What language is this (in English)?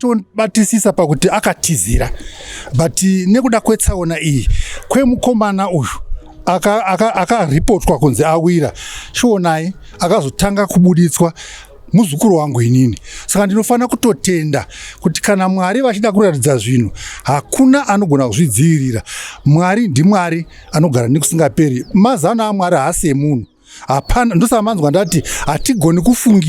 Shona